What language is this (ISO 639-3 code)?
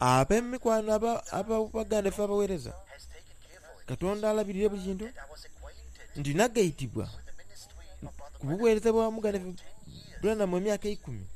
xog